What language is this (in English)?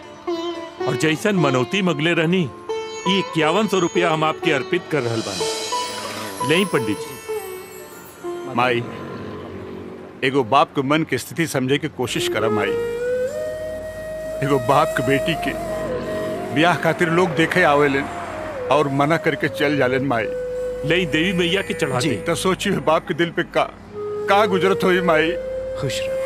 Bhojpuri